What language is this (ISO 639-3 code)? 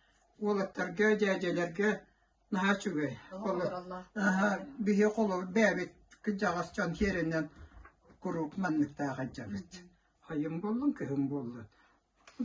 sah